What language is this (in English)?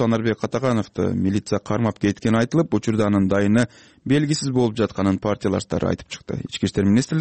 Kyrgyz